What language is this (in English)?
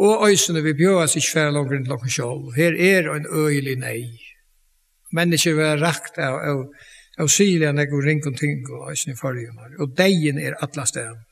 Faroese